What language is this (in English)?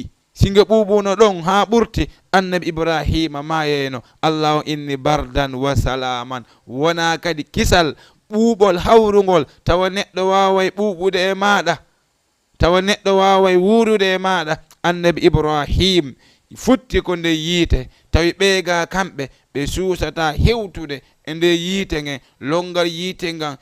Fula